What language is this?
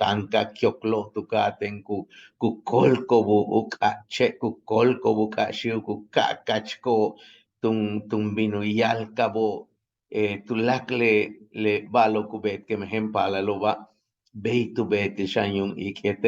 Yucateco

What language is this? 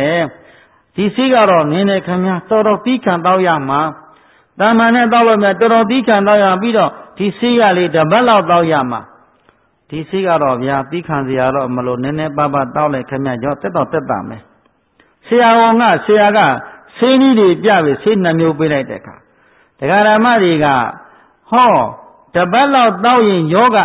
Burmese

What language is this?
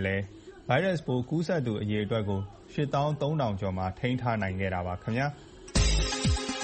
Burmese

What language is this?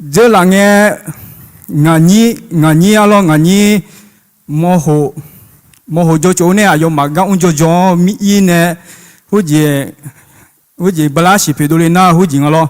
Akha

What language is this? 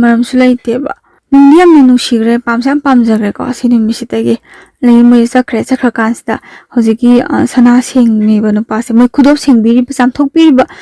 Manipuri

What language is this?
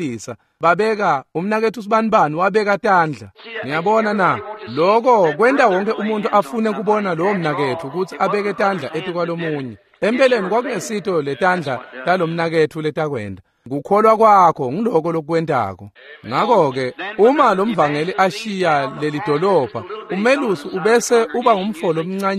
Swati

